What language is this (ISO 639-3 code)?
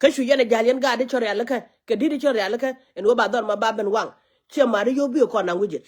nus